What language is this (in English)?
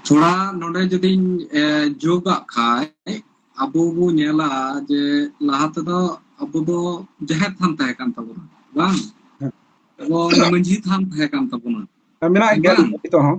Santali